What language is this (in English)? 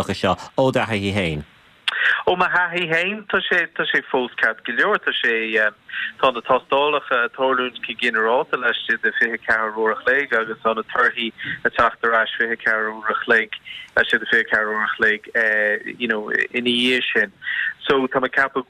Irish